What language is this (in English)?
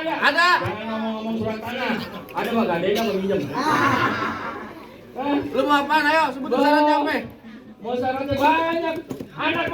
Betawi